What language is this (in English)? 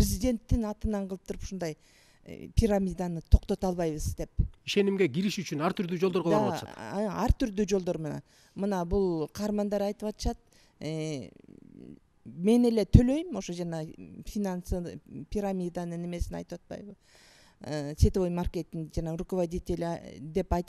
Kyrgyz